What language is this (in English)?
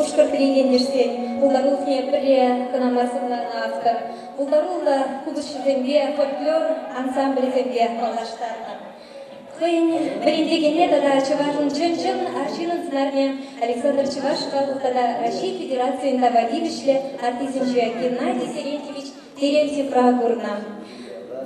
Chuvash